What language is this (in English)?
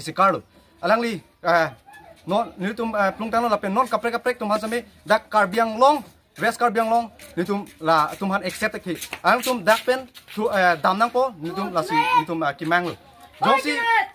Karbi